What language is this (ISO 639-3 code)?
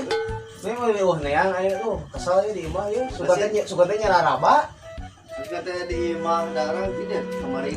sun